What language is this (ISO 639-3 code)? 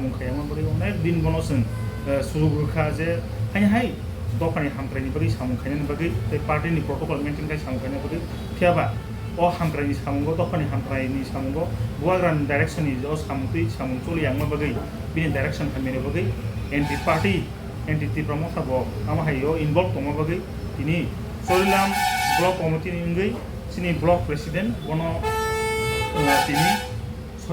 trp